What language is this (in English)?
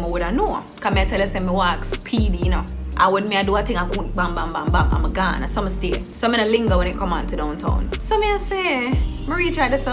Jamaican Creole English